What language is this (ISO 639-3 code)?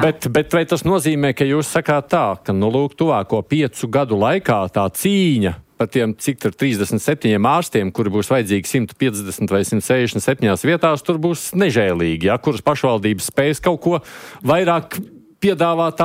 lav